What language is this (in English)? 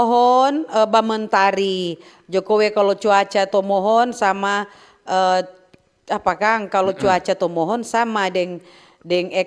Manado Malay